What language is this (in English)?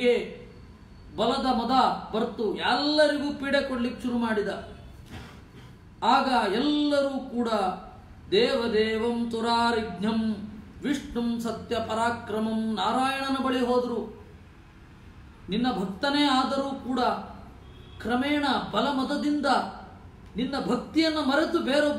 Kannada